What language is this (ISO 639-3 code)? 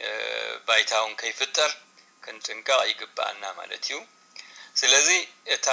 tir